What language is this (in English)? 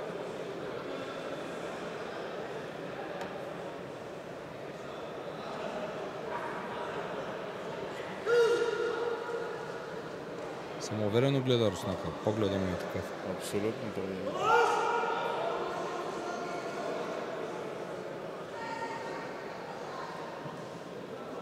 Bulgarian